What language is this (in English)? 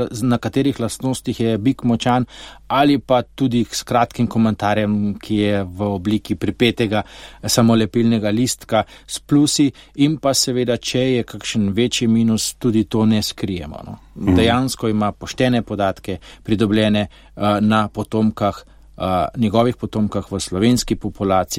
Slovenian